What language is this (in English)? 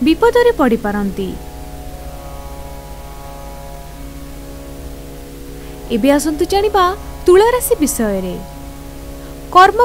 Odia